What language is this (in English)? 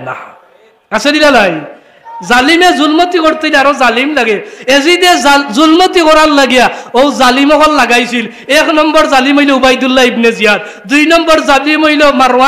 Sylheti